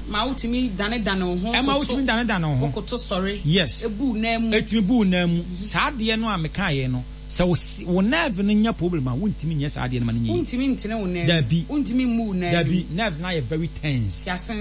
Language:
Akan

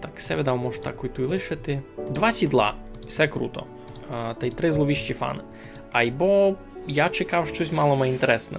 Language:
Rusyn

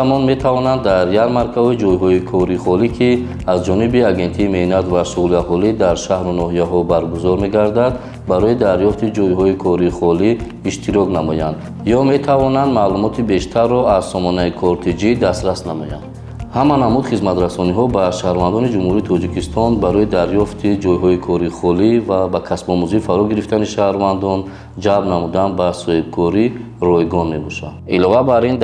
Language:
Tajik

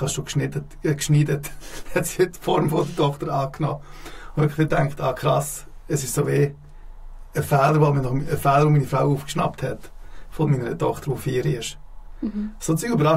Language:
Swiss German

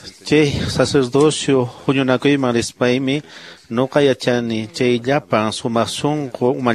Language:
Quechua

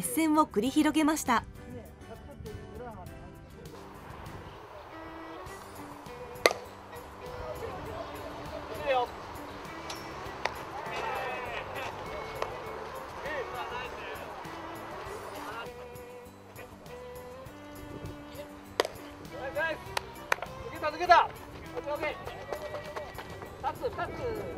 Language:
Japanese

